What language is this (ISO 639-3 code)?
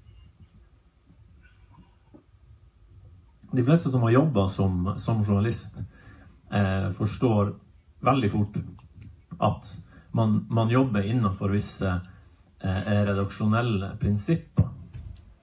nor